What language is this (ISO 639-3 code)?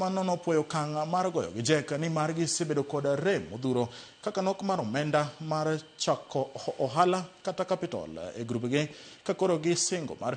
luo